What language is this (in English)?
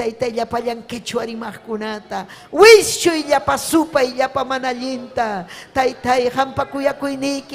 Ayacucho Quechua